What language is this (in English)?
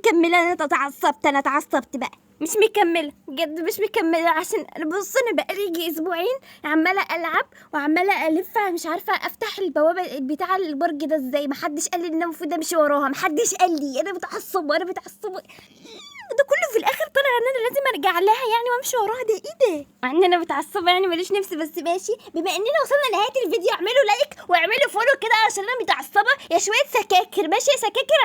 Egyptian Arabic